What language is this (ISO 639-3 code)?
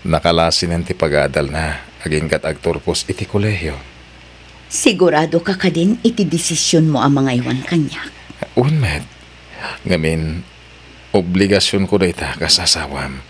ilo